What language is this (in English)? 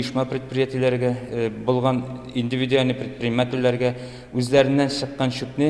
Tatar